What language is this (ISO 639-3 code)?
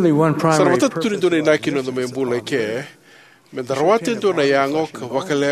fij